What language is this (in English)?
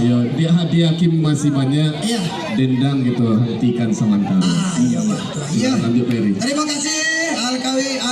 Minangkabau